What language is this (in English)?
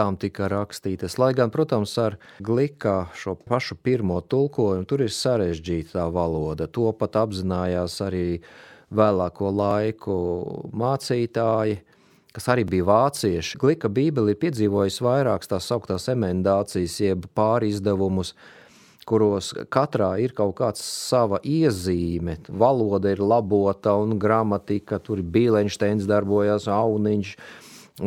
Latvian